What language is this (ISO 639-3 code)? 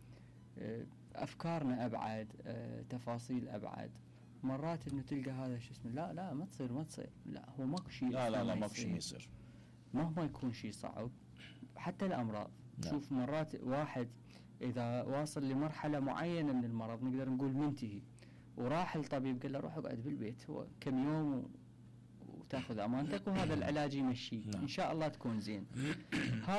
acm